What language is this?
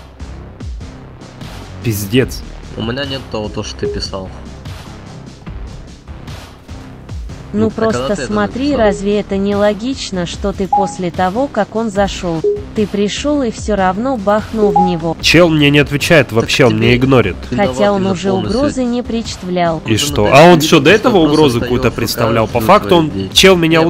Russian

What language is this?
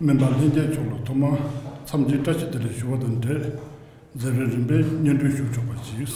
Tibetan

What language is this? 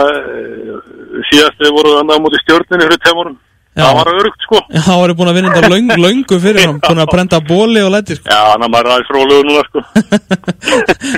Icelandic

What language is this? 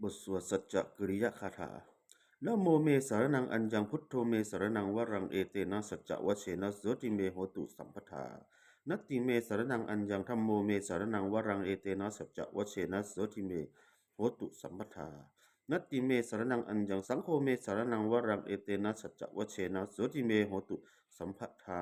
Pali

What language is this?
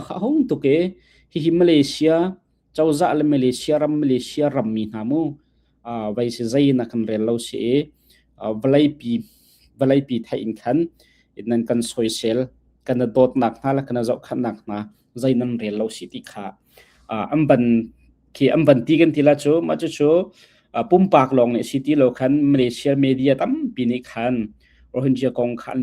Hakha Chin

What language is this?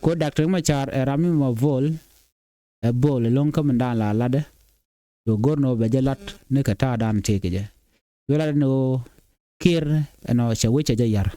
Nuer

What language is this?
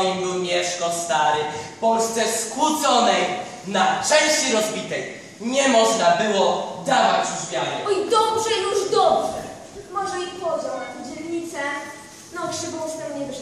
Polish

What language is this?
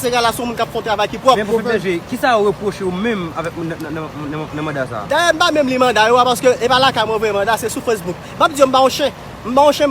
Haitian Creole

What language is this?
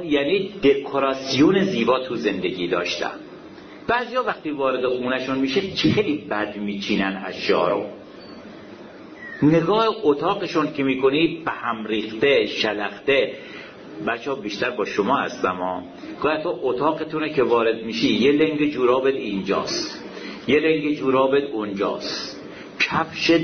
Persian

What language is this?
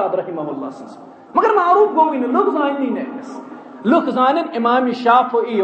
Kashmiri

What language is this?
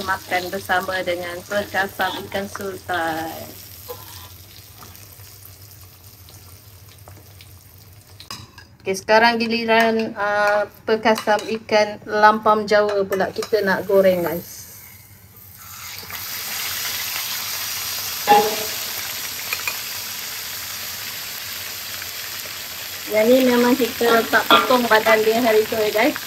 Malay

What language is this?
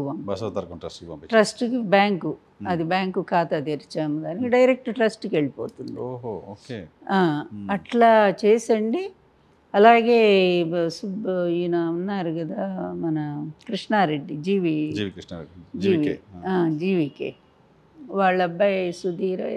Telugu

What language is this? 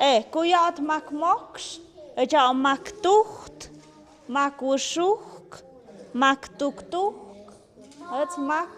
Tlahuitoltepec Mixe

